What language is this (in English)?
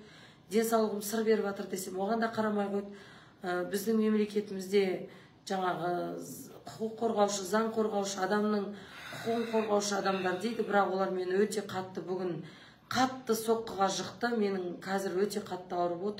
Kazakh